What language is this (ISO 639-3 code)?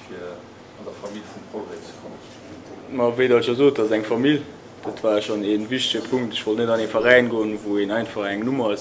ltz